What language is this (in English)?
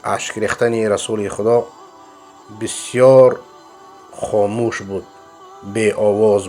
Persian